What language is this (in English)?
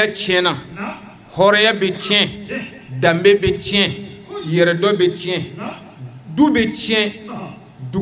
Bambara